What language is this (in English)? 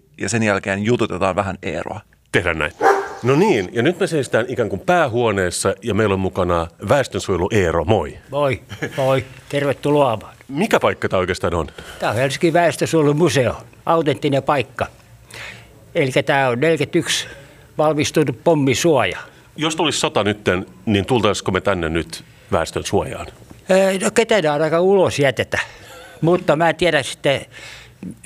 Finnish